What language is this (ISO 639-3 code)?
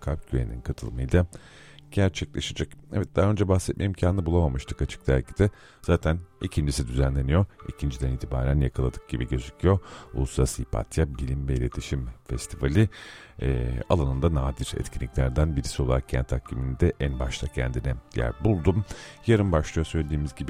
tur